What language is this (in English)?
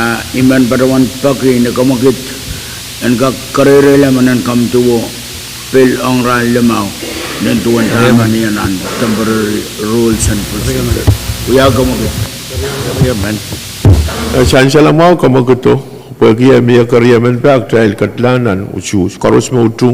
Pohnpeian